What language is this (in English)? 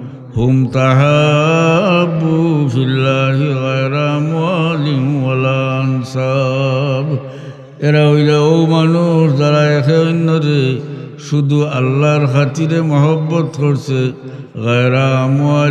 Sylheti